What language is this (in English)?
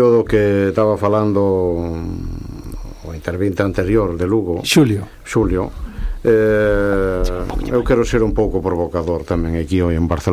Galician